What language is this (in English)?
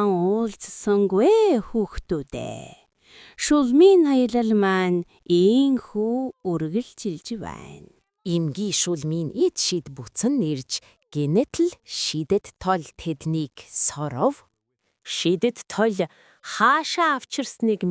Mongolian